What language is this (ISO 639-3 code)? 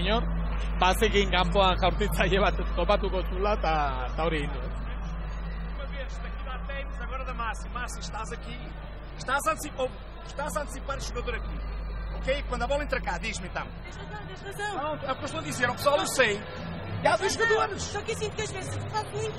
eus